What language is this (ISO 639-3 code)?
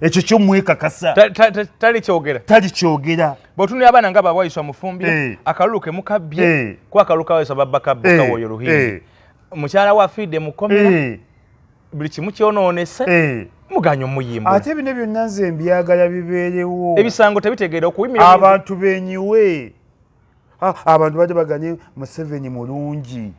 lug